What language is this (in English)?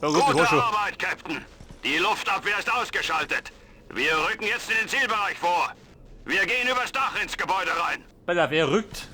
Bavarian